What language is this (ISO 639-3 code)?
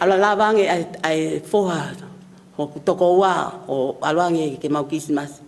ton